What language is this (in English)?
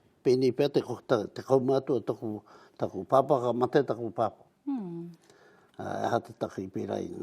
Māori